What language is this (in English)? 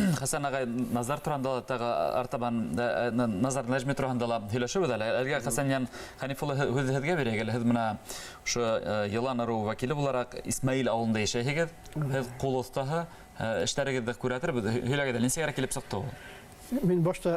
Bashkir